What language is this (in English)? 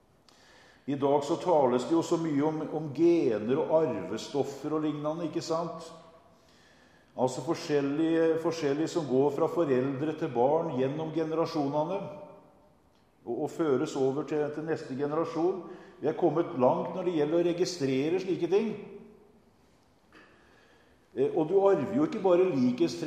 Norwegian